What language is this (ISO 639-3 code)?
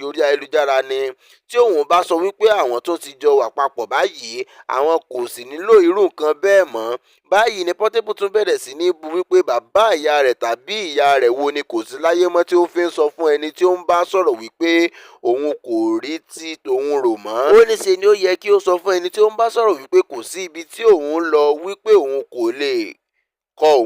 yor